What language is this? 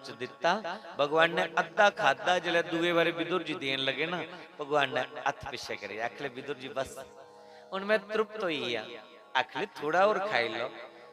Dogri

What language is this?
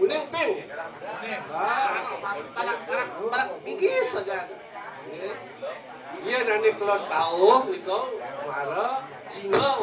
Balinese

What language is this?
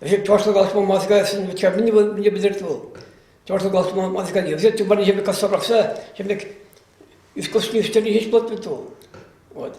Chuvash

